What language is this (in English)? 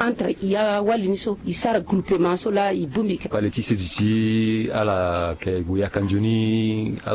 Sango